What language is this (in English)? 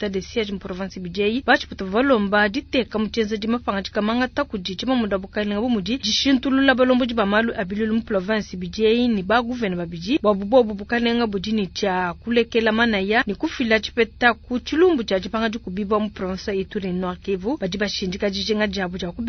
Luba-Lulua